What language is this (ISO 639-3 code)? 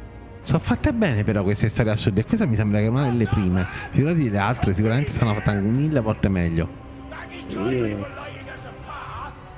ita